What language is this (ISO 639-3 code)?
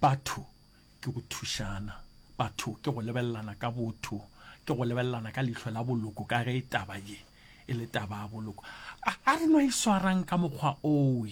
nso